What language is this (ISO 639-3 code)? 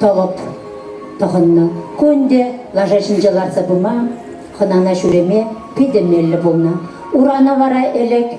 chv